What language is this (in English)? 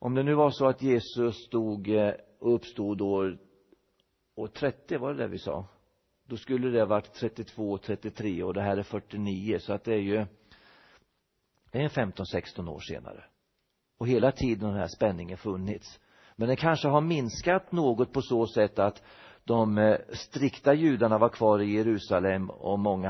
Swedish